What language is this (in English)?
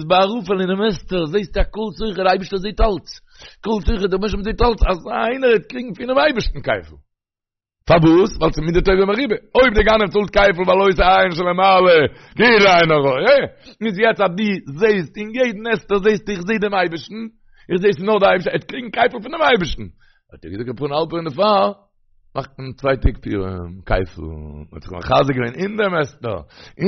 Yiddish